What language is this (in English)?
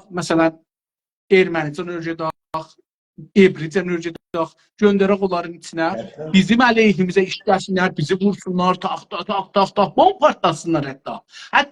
South Azerbaijani